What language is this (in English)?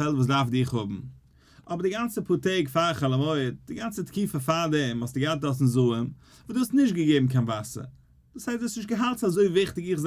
Yiddish